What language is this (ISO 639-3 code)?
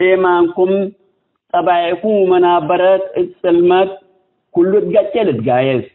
tig